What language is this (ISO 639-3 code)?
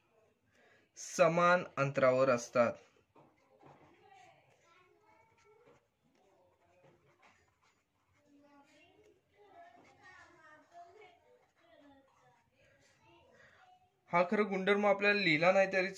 mar